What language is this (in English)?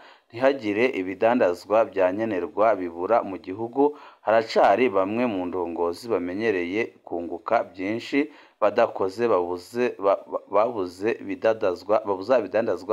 Rundi